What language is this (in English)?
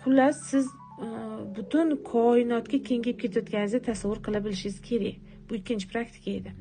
Uzbek